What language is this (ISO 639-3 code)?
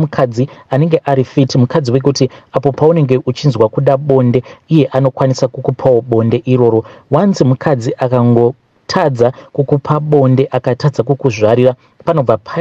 sna